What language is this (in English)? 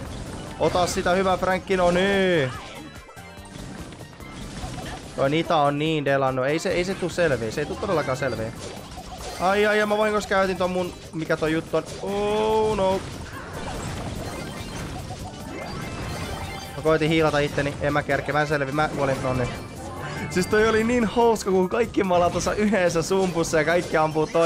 Finnish